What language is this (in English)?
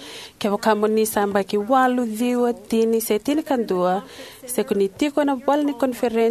Fijian